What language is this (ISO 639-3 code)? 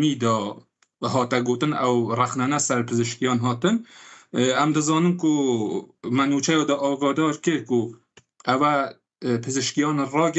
kur